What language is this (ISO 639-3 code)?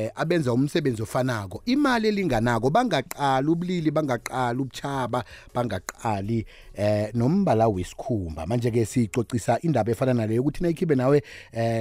nbl